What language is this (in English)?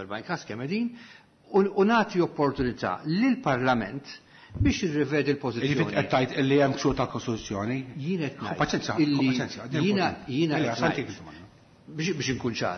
Maltese